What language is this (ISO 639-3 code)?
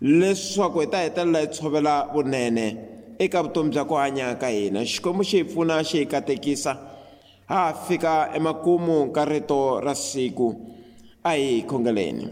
tso